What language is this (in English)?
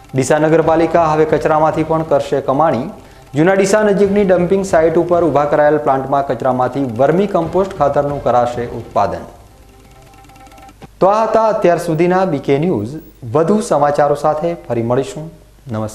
Gujarati